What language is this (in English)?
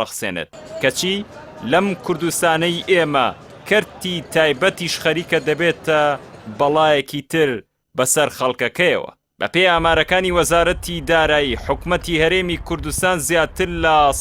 Central Kurdish